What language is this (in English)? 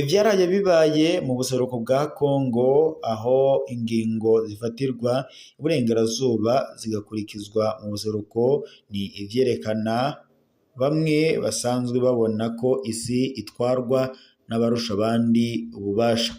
Rundi